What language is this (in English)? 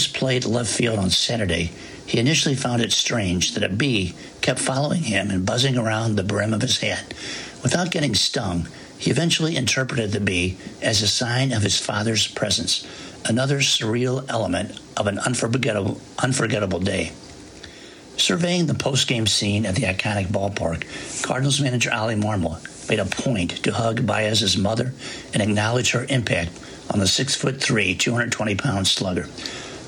English